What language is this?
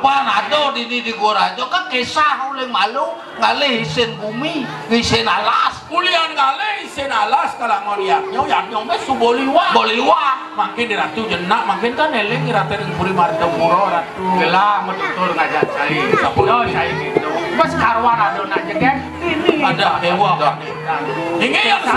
Balinese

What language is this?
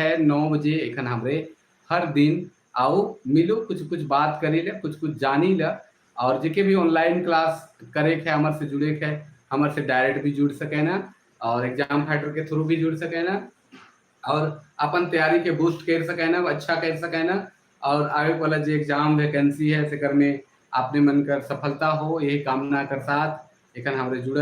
Sadri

